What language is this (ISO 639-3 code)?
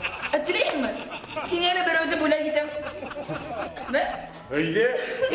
bak